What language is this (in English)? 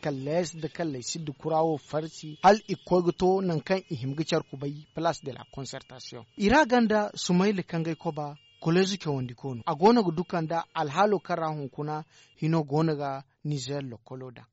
Zarma